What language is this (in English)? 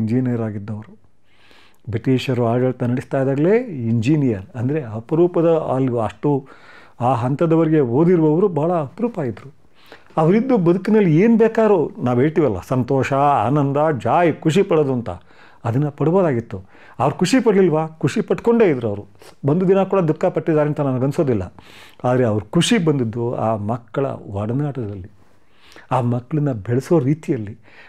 Kannada